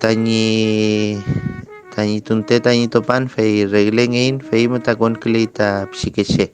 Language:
Mapuche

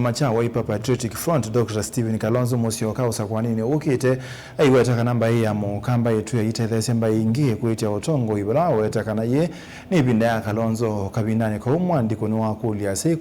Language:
Kamba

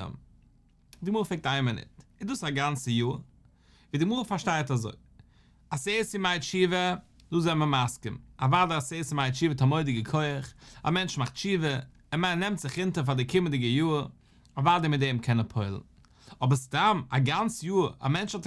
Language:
Yiddish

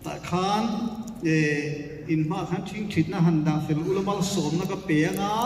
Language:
Mizo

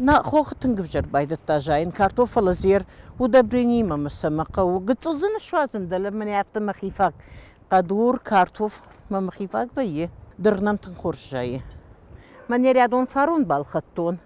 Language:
Ossetic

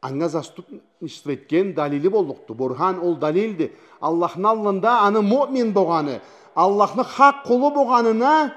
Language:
Karachay-Balkar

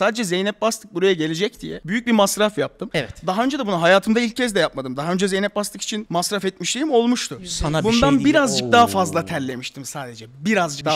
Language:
Turkish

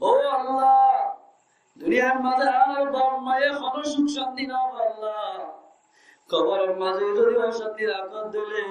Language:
Rohingya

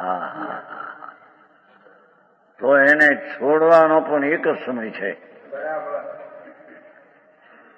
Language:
Gujarati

